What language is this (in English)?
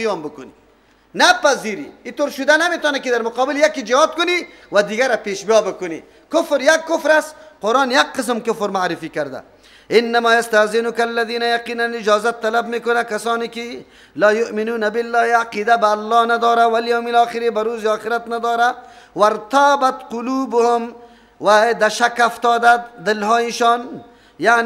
Persian